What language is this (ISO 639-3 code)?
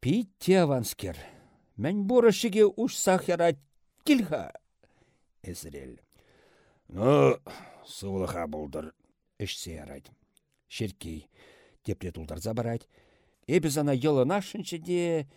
chv